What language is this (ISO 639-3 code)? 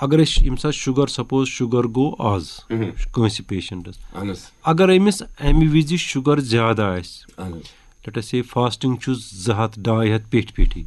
kas